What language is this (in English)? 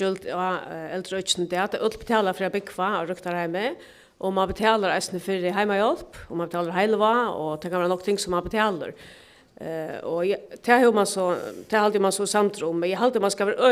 Faroese